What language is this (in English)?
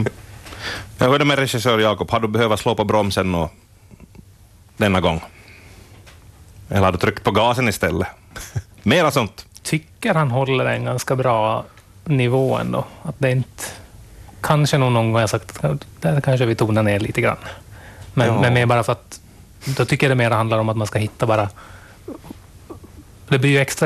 Swedish